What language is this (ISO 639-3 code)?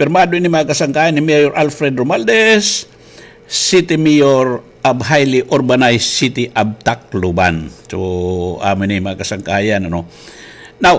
war